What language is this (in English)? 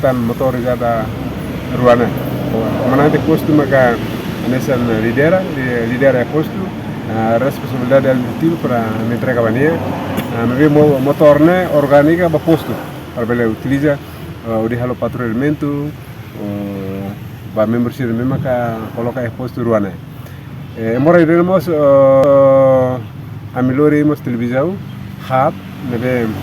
Tetum